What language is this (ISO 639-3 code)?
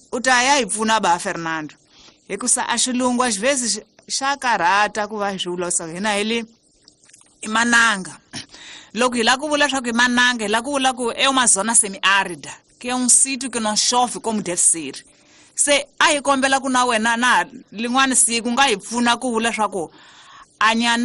tso